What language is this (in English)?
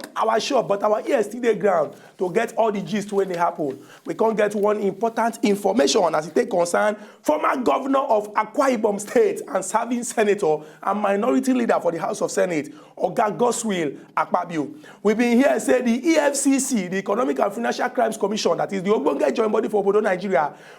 Nigerian Pidgin